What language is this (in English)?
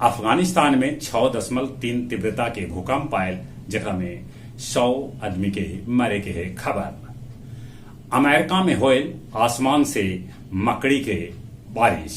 Magahi